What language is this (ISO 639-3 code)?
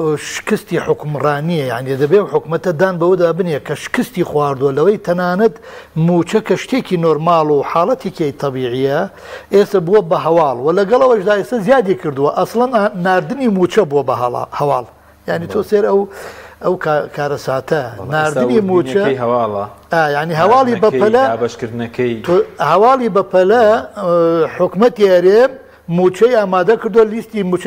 ckb